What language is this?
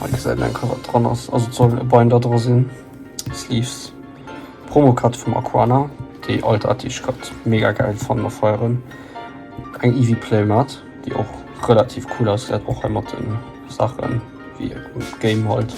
Luxembourgish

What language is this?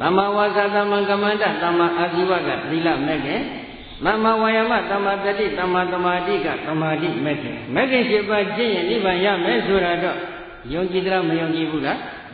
Burmese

